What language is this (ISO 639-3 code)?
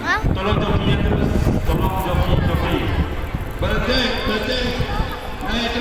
ace